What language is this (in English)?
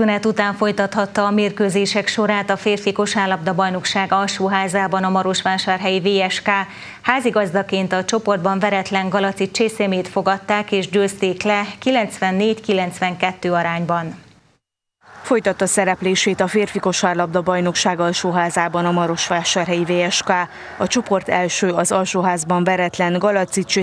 Hungarian